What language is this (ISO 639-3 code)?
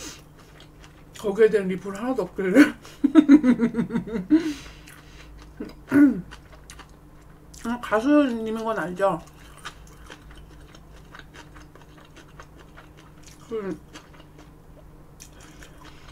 kor